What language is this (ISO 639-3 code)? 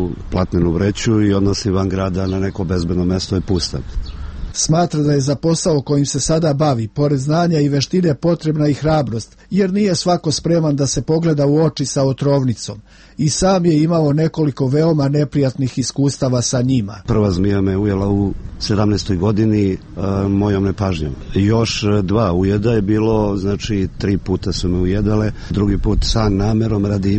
srp